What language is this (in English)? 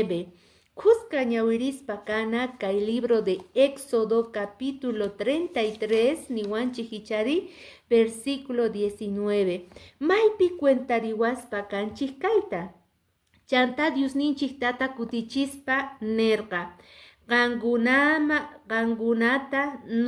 Quechua